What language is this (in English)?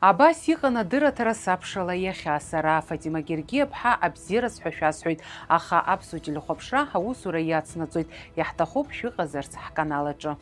Abkhazian